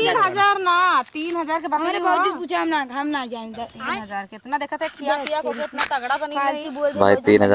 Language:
Awadhi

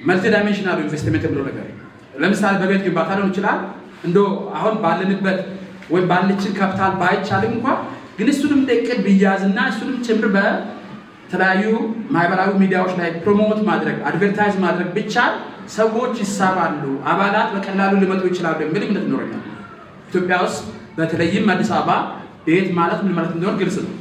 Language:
Amharic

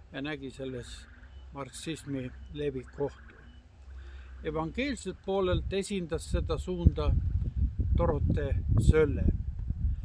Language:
Estonian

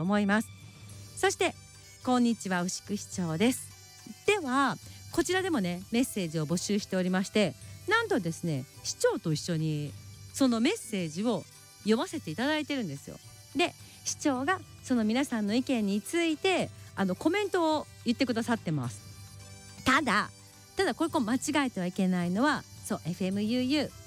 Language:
Japanese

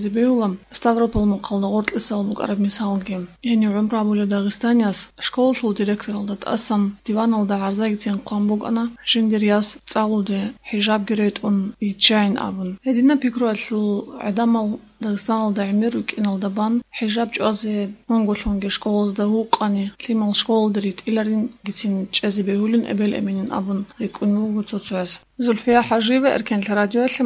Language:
Avaric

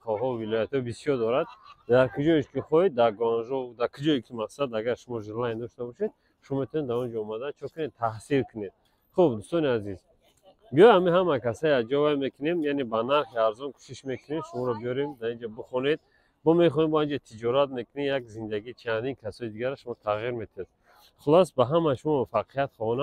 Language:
Tajik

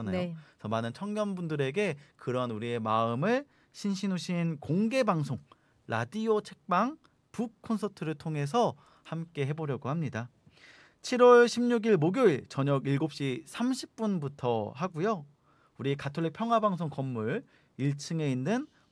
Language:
Korean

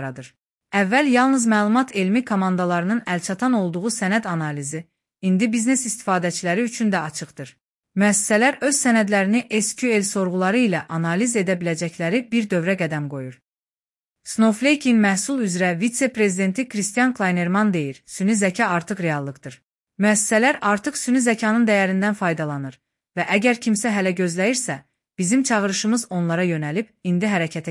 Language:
Azerbaijani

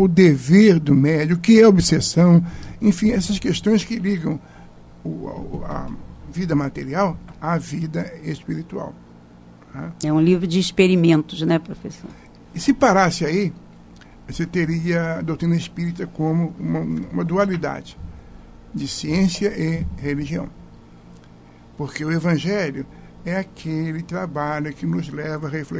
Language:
Portuguese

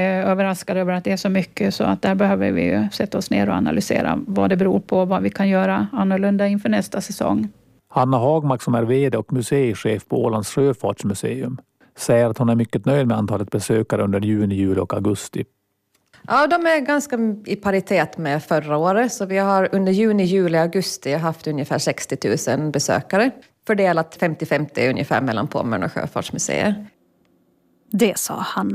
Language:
Swedish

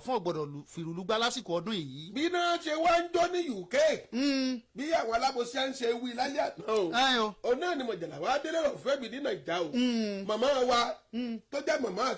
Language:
Yoruba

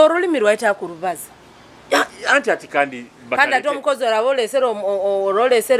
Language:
Nyoro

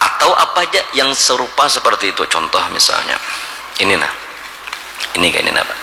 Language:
Banjar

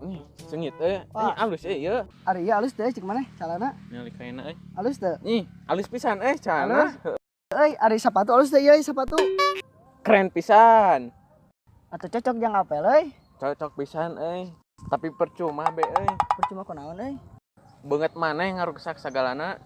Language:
Sundanese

